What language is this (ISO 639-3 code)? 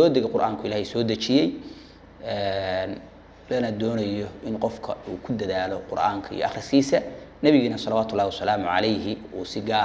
som